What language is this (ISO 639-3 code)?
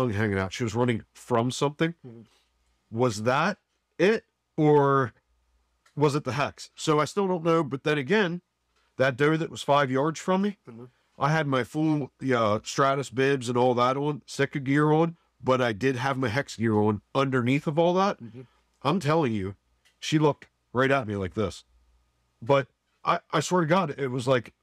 eng